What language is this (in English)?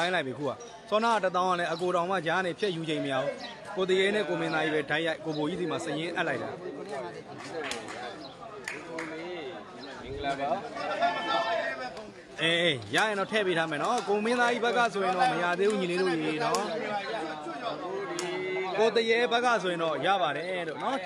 Burmese